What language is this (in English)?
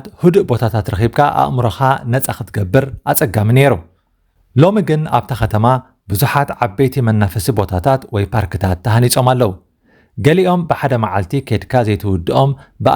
Tigrinya